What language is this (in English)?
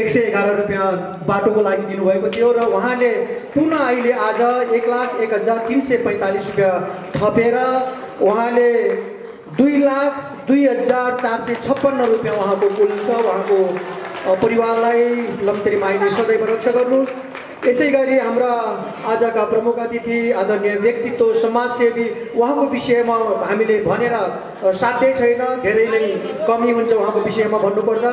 Nepali